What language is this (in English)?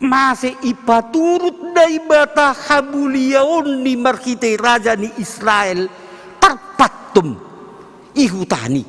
Batak Simalungun